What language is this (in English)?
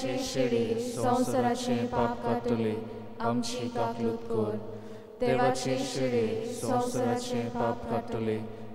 Konkani